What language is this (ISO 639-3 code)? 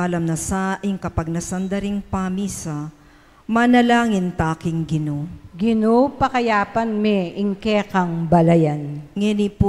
pam